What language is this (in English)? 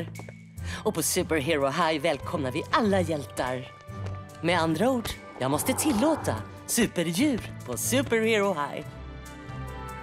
Swedish